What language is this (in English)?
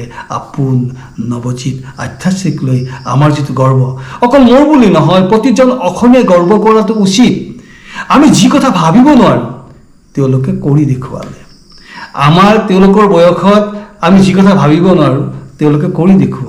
Assamese